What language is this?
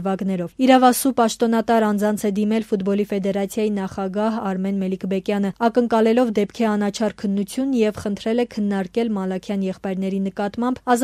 Armenian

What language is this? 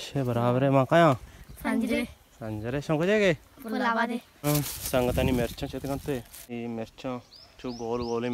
Baluchi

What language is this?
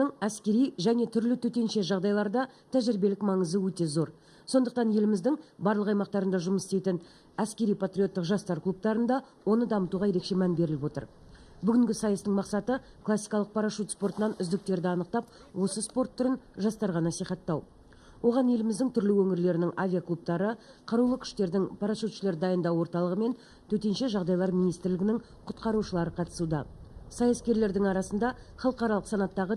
Kazakh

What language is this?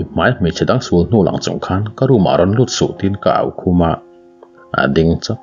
Mizo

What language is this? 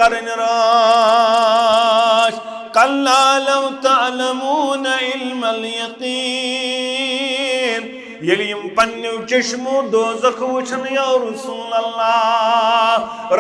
Kashmiri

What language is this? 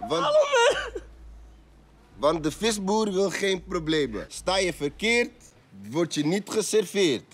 Dutch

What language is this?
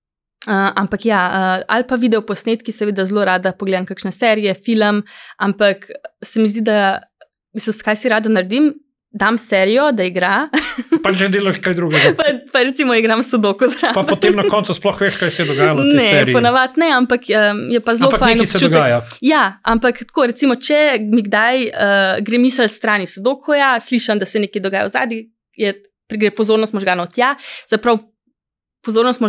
Slovenian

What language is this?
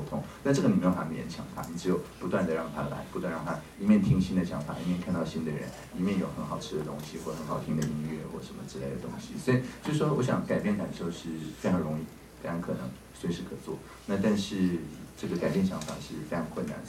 Chinese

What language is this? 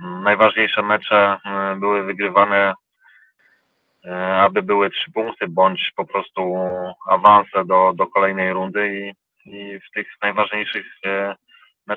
Polish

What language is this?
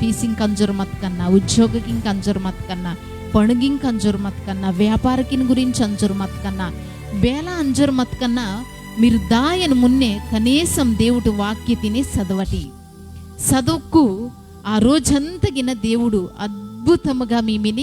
Koya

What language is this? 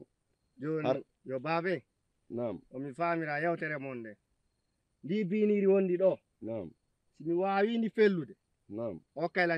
Fula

